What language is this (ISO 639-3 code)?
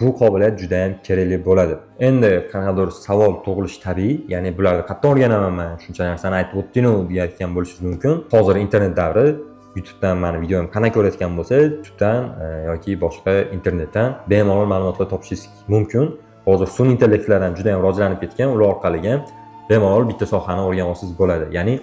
uzb